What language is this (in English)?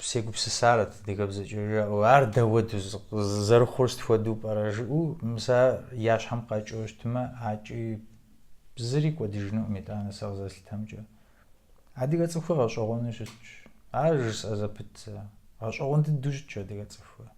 Kabardian